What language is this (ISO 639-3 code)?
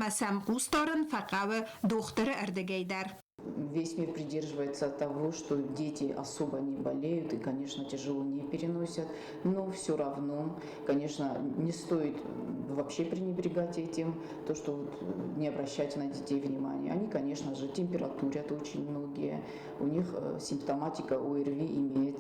oss